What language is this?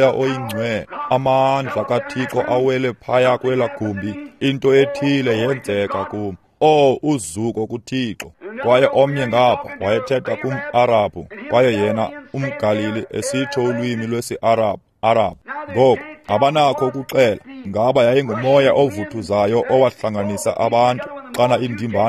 Xhosa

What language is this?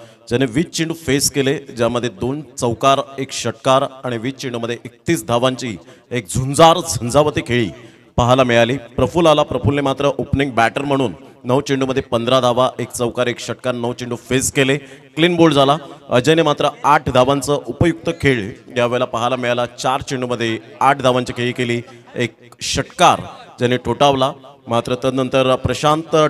Marathi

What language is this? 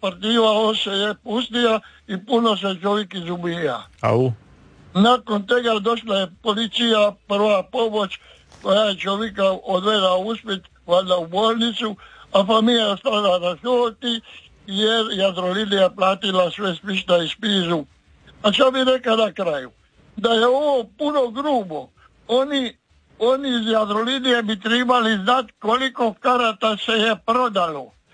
Croatian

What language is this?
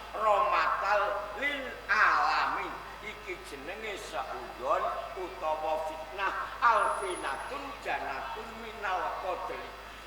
Javanese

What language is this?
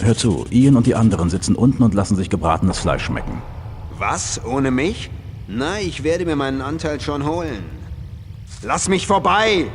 Bavarian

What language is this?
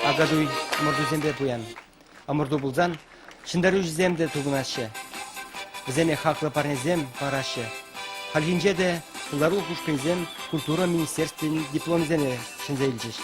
Chuvash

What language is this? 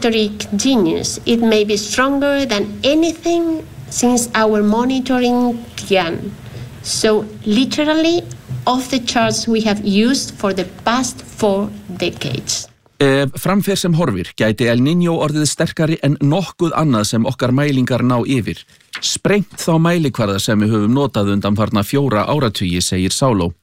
Icelandic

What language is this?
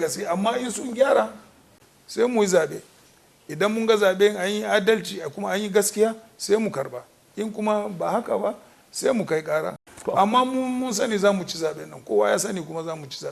Hausa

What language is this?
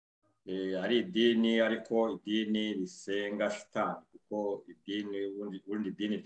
Kinyarwanda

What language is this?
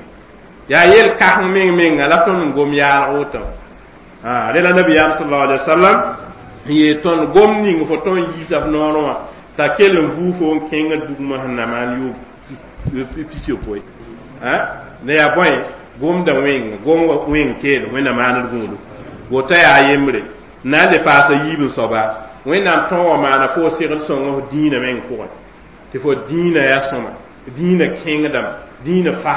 Mossi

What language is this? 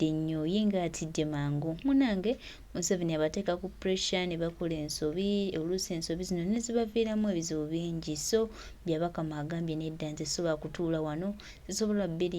Ganda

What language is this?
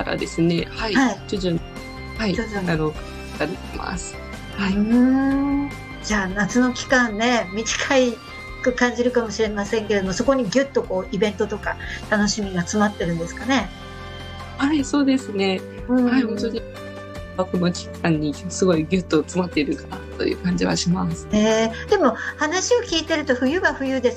Japanese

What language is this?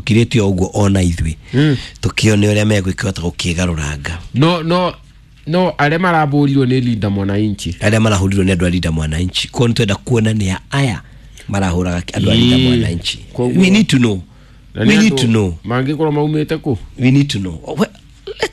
Kikuyu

